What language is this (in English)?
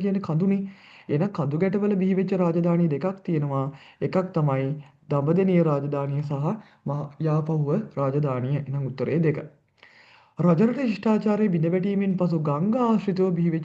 Sinhala